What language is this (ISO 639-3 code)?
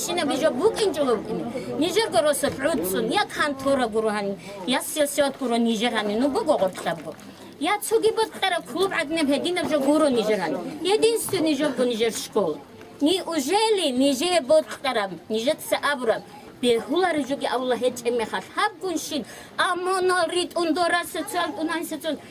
ava